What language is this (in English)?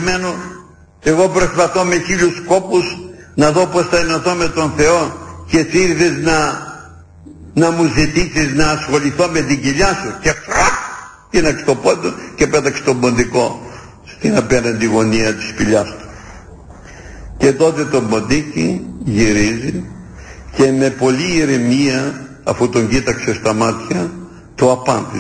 Greek